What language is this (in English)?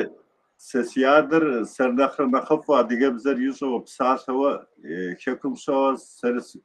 Kabardian